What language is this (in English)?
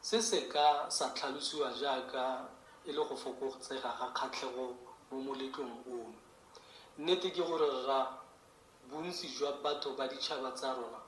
Tswana